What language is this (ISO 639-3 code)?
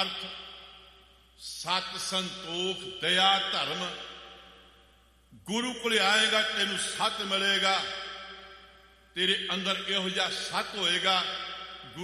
pan